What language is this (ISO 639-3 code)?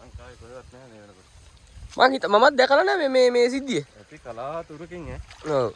sin